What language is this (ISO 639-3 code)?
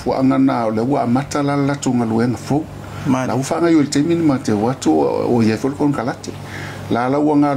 smo